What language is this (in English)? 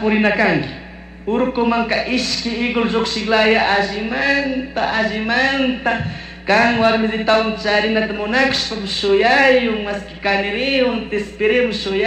Chimborazo Highland Quichua